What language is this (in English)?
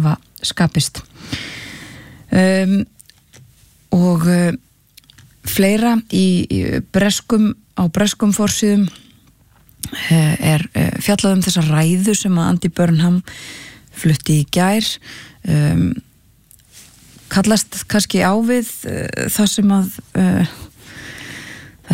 Icelandic